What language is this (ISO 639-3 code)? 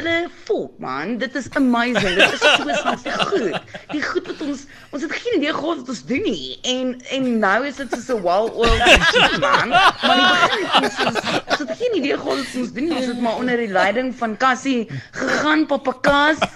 afr